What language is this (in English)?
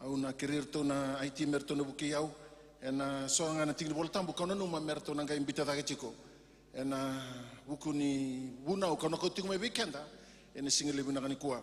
Fijian